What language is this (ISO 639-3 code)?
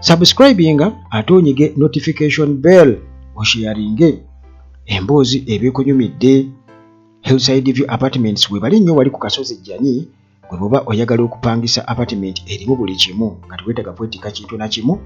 lug